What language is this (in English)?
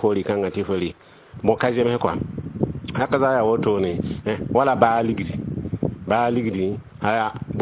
Mossi